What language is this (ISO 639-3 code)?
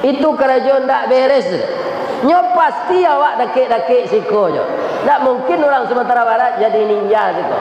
min